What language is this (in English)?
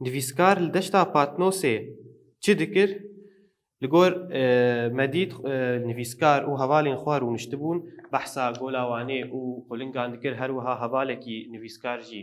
Kurdish